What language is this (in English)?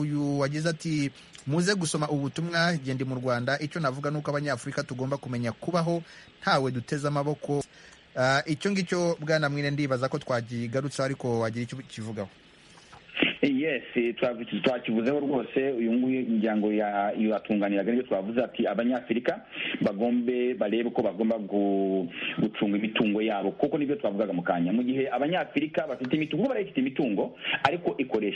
Kinyarwanda